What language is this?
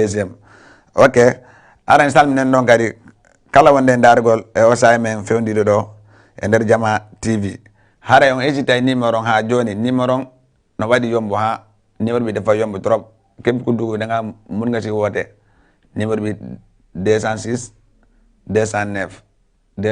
Fula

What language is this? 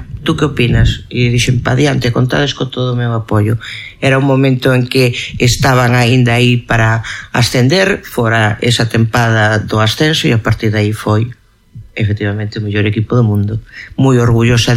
Galician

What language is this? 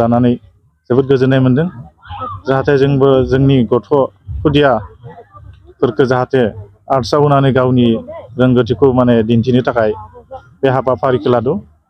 Bodo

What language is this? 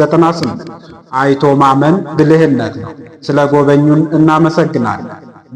Amharic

